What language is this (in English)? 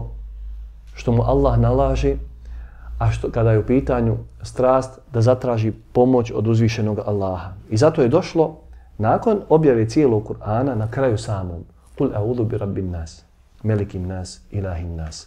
Bosnian